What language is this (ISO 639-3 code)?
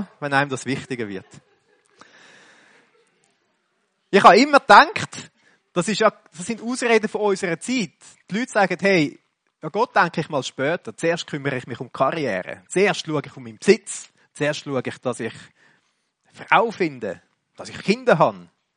deu